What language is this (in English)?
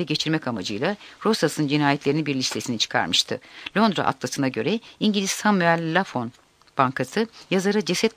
Turkish